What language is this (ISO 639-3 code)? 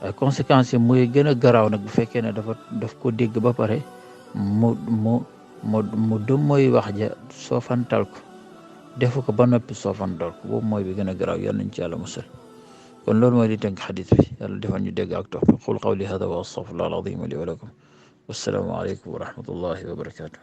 wol